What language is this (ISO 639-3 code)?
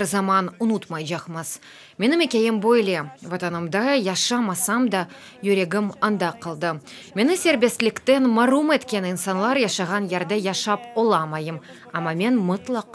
crh